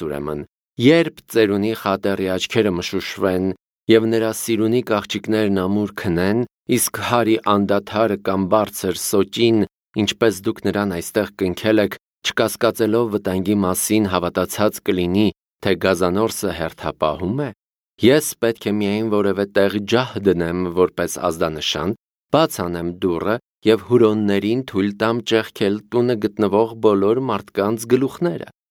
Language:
Armenian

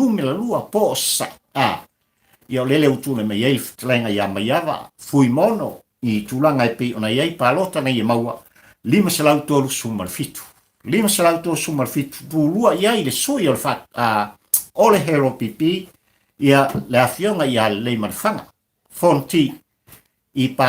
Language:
Samoan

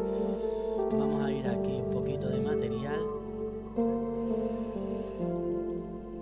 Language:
Spanish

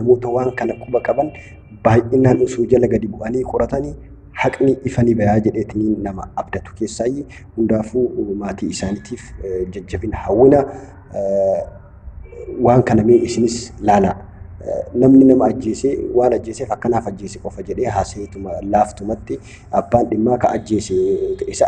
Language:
Oromo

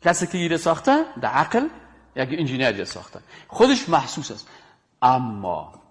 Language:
Persian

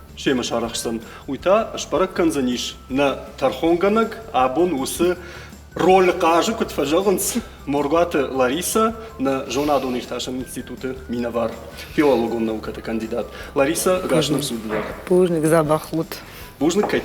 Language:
Ossetic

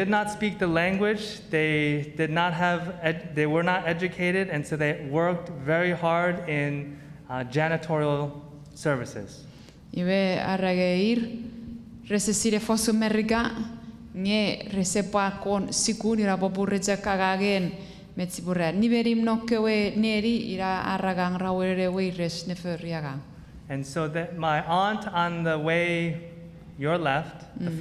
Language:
Chuukese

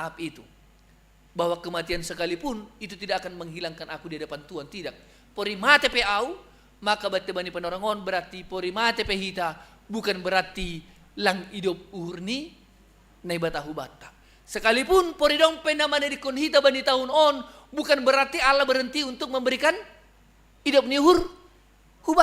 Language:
Batak Simalungun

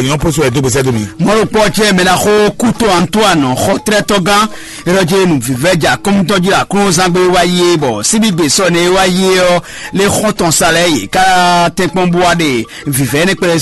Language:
Fon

